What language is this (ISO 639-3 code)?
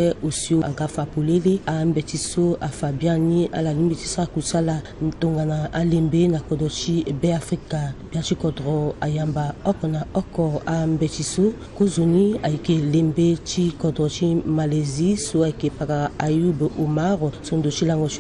sag